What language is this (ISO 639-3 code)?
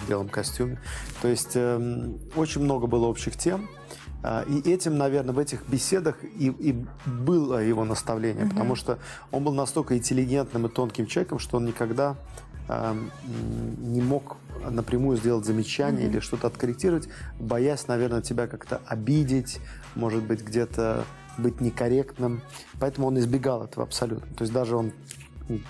rus